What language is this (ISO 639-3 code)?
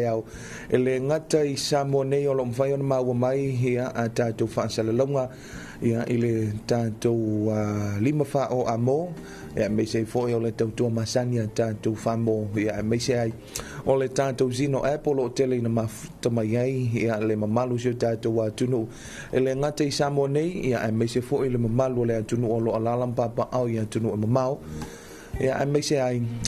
smo